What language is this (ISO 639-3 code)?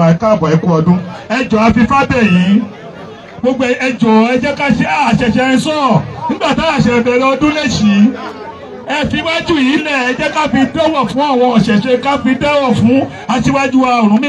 yor